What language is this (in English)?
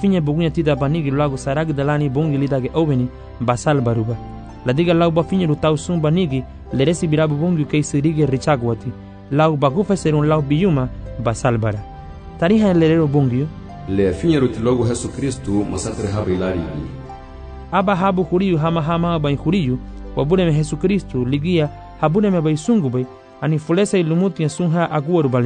Garifuna